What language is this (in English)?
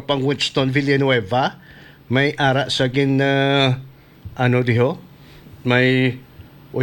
Hiligaynon